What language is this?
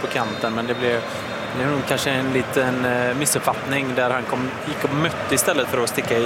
Swedish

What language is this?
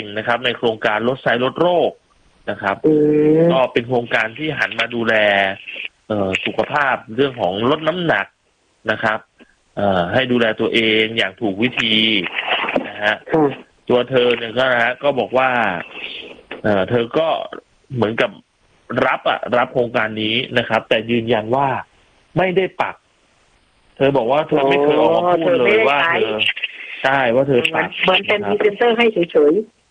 Thai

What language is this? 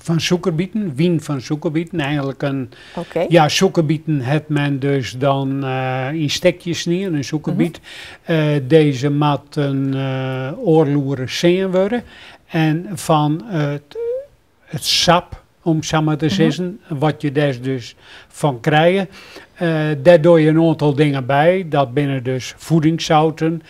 Western Frisian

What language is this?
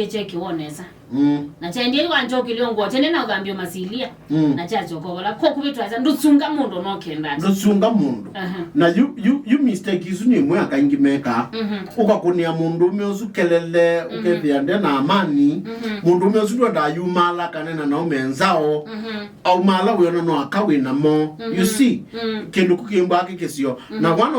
Kamba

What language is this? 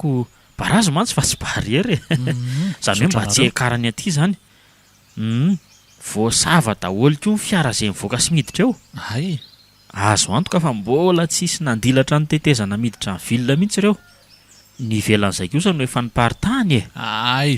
Malagasy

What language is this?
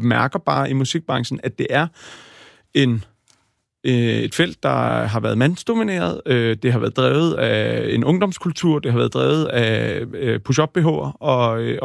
Danish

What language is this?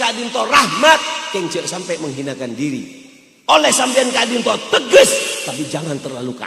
Madurese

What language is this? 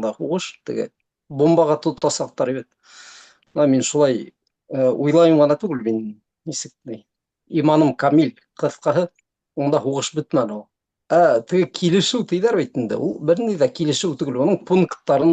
Bashkir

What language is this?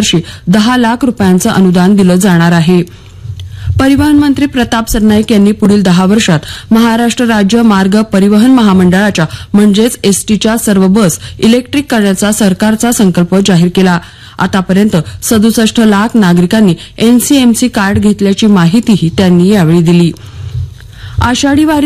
Marathi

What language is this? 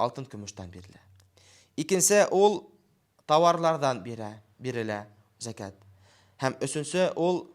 Bashkir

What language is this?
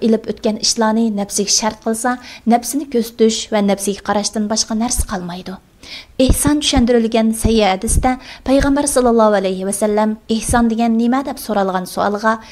Uyghur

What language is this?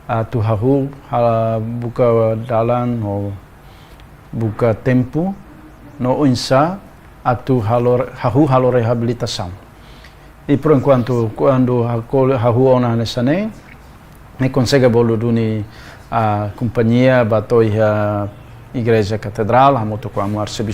Tetum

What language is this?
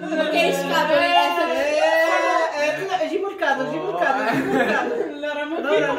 Moroccan Arabic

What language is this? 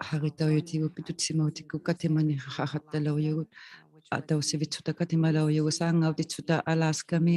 Inuktitut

